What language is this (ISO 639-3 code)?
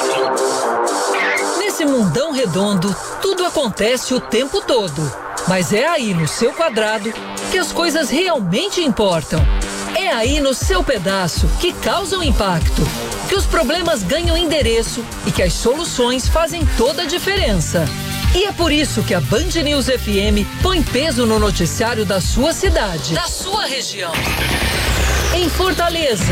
por